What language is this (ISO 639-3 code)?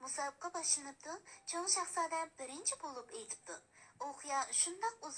uig